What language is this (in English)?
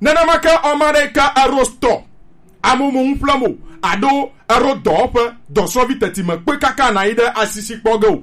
Gen